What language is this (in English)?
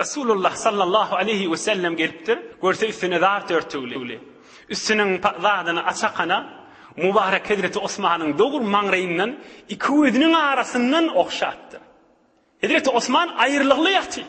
Turkmen